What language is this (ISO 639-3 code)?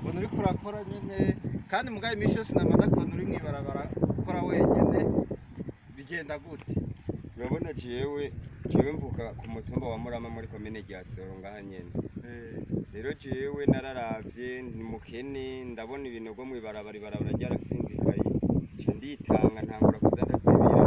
run